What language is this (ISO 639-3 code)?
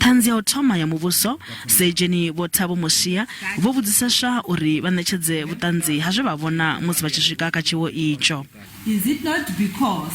ven